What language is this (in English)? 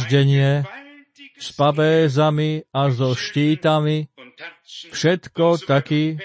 Slovak